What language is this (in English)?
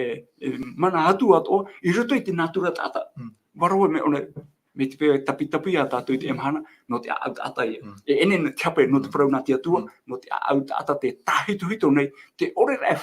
Tahitian